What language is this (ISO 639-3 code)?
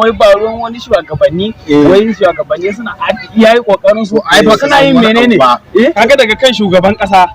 hau